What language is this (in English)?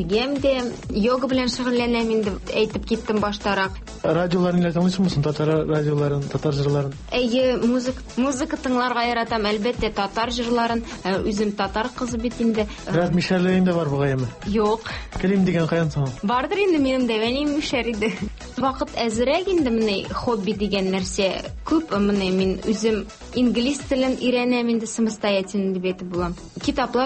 Tatar